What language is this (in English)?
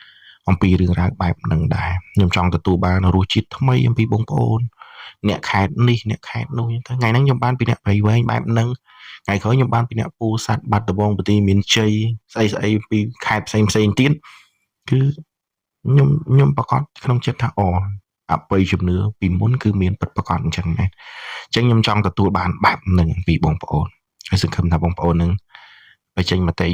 Khmer